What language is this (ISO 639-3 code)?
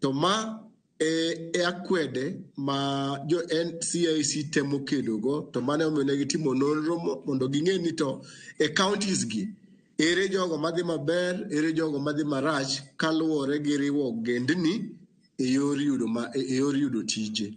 luo